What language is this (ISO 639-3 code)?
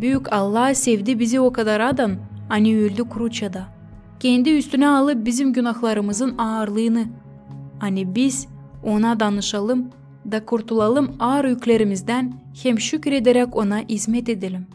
gag